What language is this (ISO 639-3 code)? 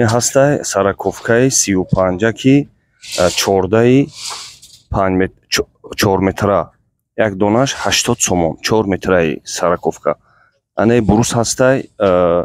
tgk